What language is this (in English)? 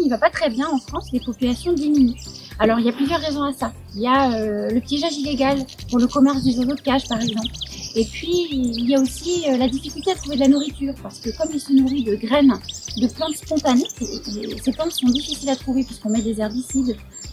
French